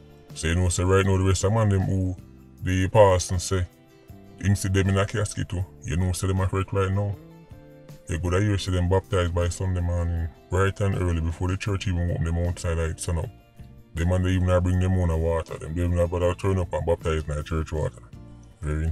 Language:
Jamaican Creole English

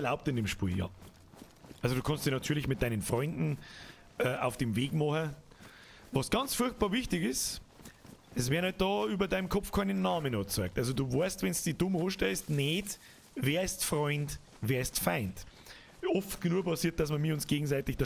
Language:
Bavarian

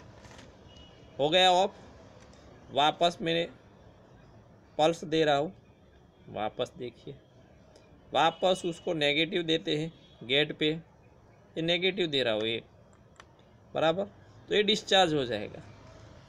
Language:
Hindi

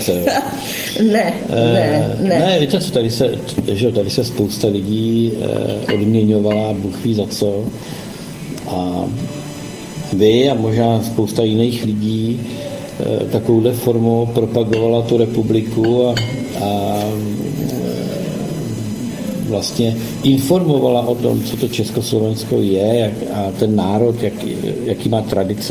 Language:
Czech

